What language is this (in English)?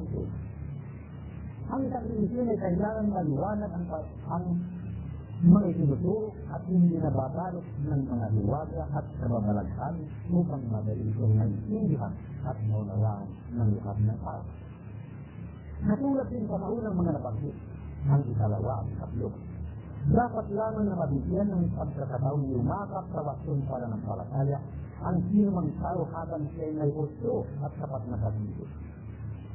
Filipino